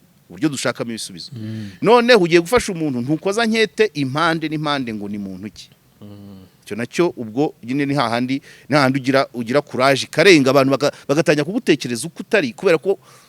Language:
Kinyarwanda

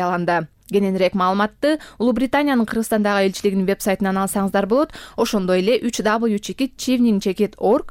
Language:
Kyrgyz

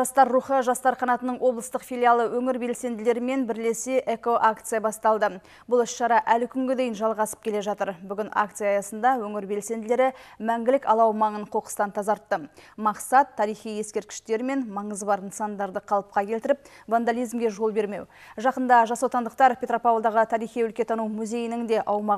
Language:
Kazakh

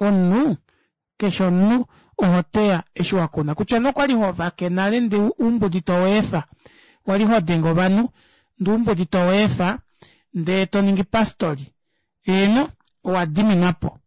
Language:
Kuanyama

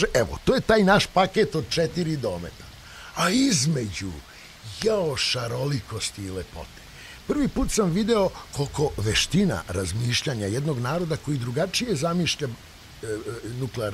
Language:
Serbian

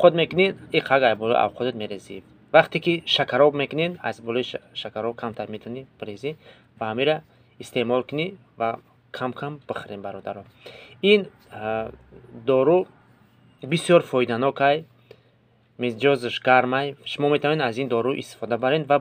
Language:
Tajik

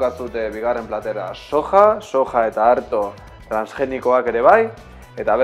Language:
Basque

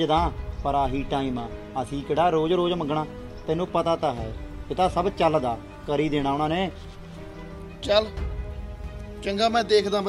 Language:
Punjabi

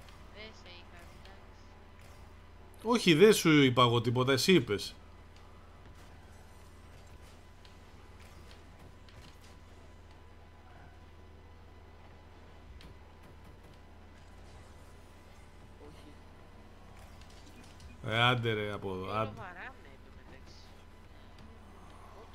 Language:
Greek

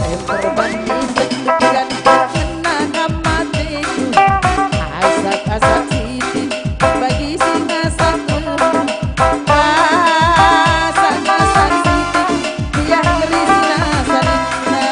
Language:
Batak Karo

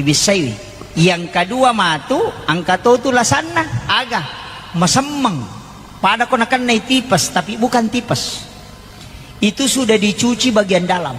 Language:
Buginese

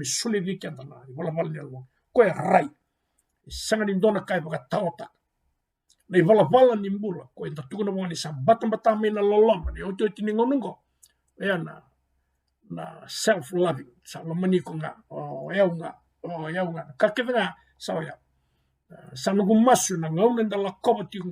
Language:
Fijian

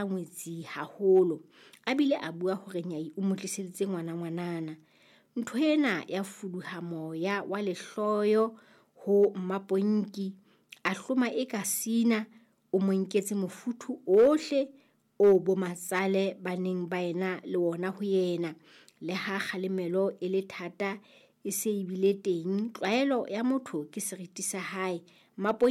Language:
Southern Sotho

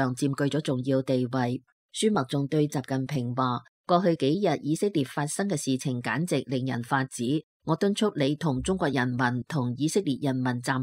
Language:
Cantonese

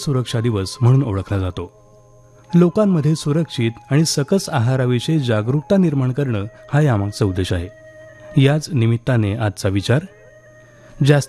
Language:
Marathi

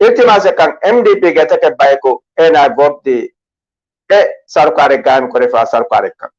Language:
Divehi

